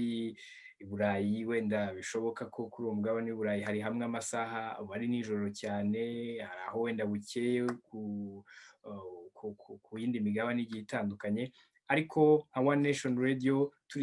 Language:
Kinyarwanda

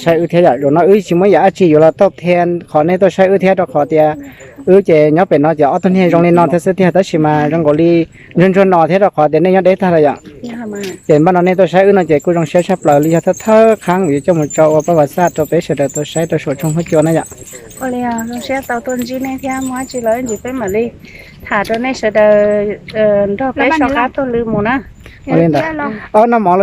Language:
Hmong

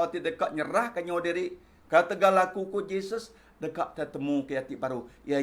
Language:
Iban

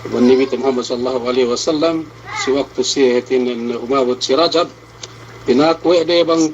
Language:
Yakan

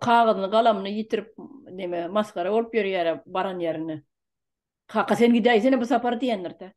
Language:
Turkmen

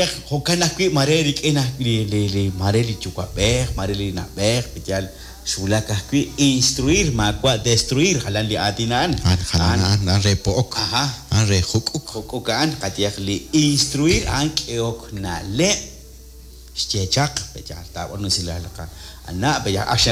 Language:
Kekchí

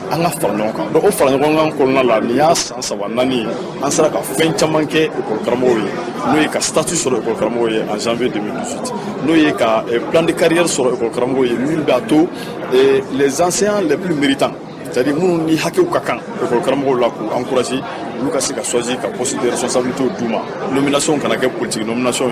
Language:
Bambara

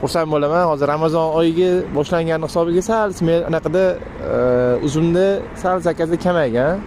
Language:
Uzbek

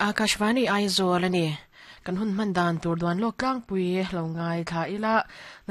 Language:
Mizo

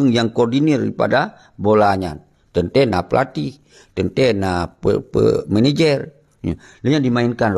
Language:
Achinese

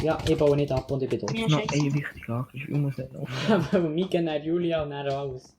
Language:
Swiss German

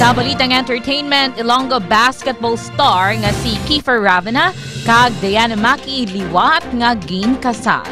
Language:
Hiligaynon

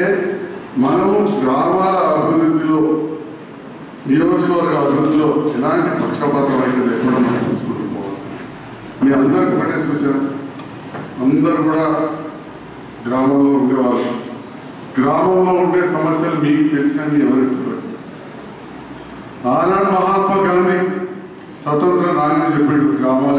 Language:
Telugu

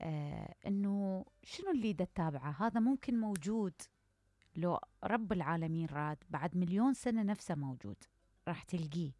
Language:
Mesopotamian Arabic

